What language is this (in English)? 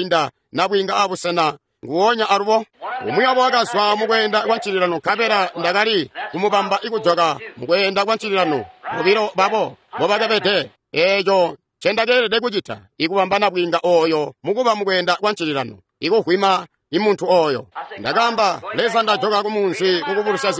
Tonga (Zambia)